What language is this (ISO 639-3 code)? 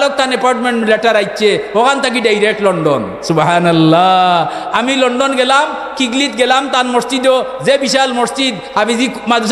syl